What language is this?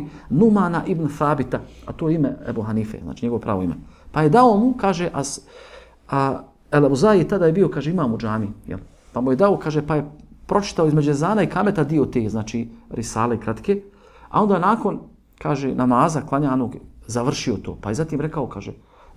Bosnian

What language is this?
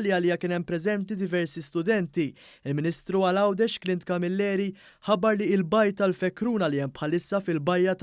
Maltese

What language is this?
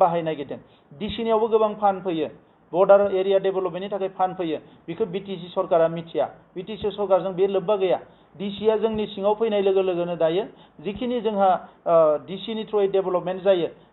Bodo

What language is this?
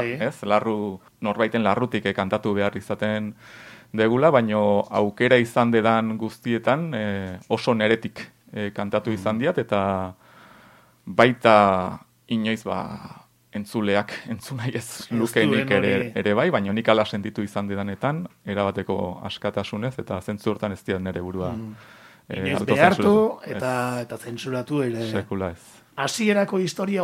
Basque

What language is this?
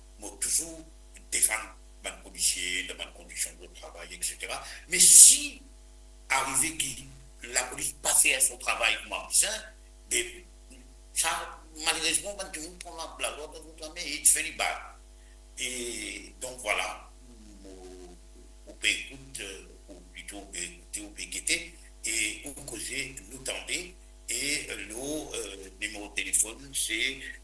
Morisyen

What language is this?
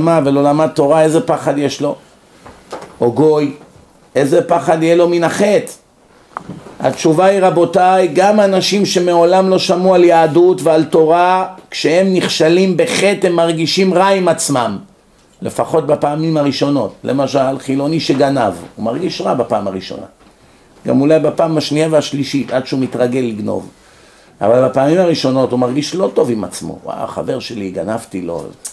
Hebrew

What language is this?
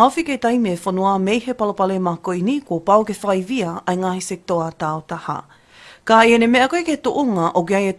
Tongan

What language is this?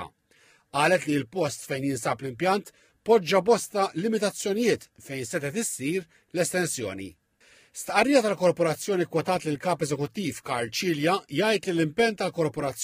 Maltese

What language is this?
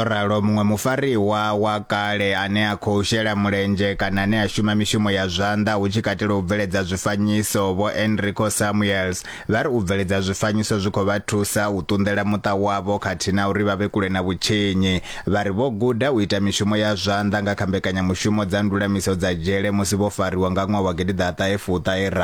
Venda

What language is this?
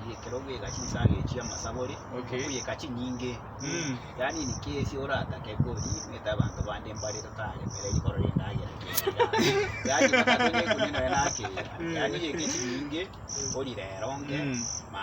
Gusii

